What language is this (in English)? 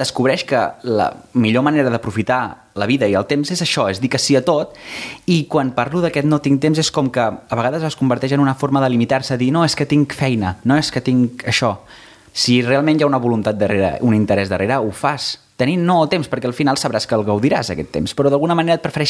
Catalan